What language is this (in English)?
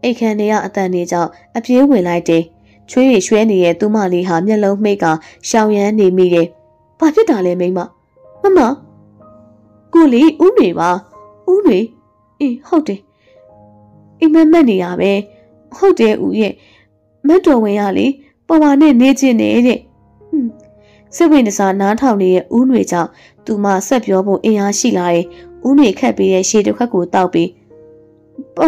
Burmese